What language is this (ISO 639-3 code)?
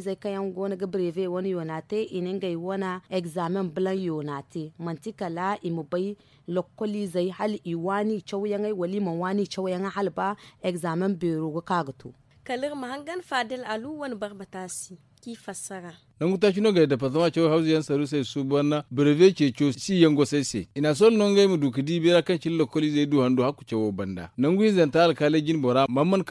dje